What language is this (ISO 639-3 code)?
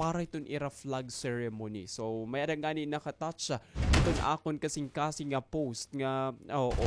war